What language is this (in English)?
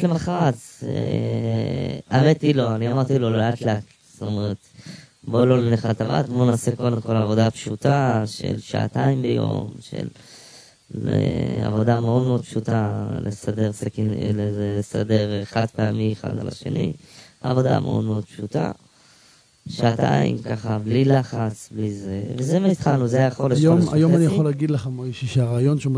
Hebrew